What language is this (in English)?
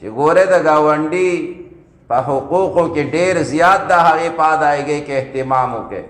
Pashto